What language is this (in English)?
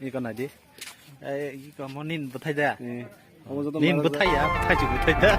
Kok Borok